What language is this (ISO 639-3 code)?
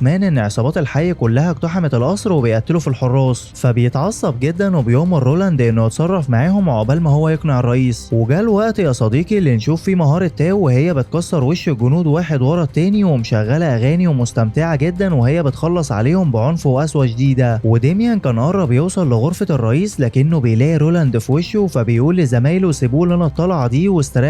arz